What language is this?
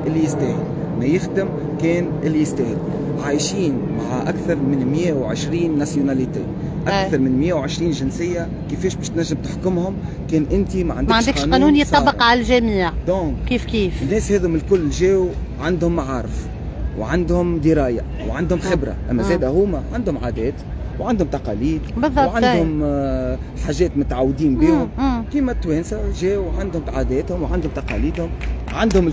Tunisian Arabic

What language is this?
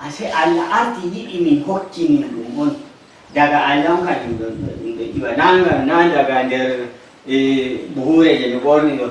Nigerian Fulfulde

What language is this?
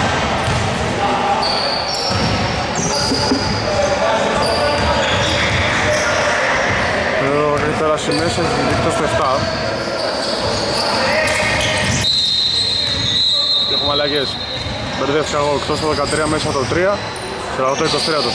Greek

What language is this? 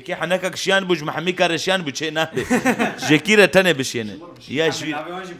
Kurdish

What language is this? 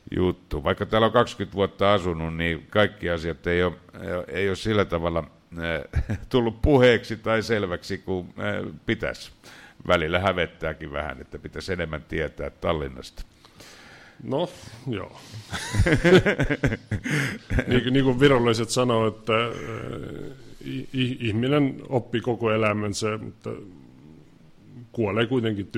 Finnish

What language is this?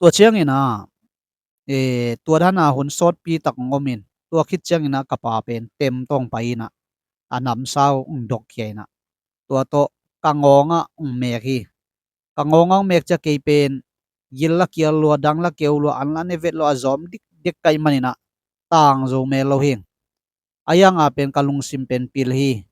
Tedim Chin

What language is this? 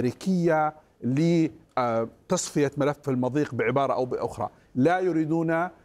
Arabic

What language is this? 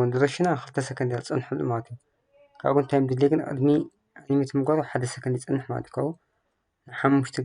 Tigrinya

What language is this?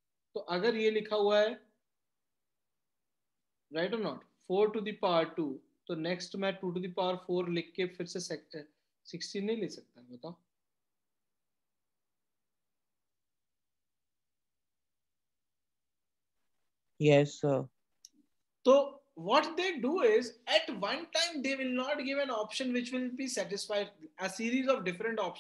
Hindi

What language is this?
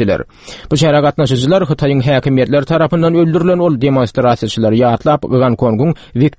Turkmen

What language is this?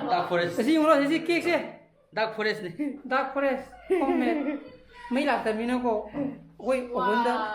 Manipuri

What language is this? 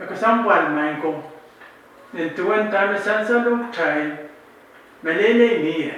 Pohnpeian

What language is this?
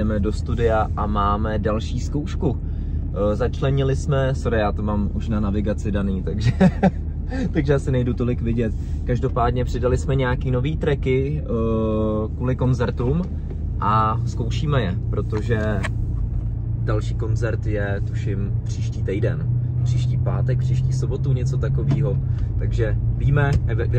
Czech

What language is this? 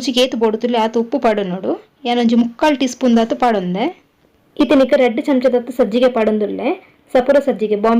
Tulu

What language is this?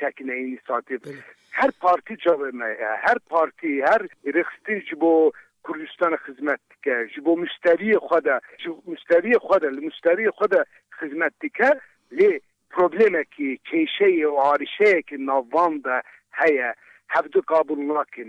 Kurdish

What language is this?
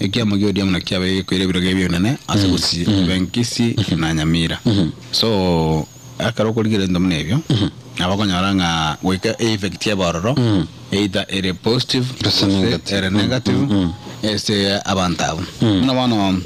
Gusii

